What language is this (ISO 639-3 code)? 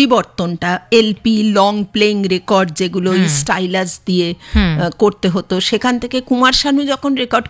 ben